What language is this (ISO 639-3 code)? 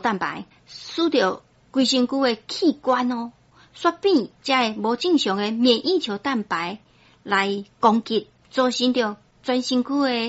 nan